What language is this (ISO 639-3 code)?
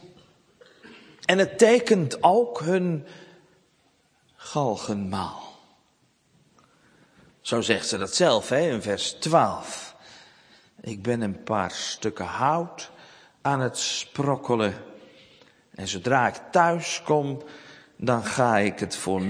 nld